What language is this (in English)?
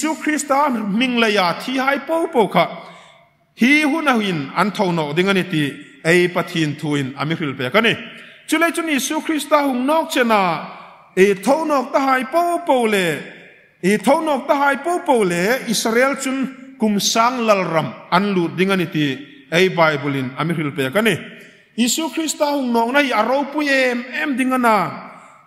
Hmar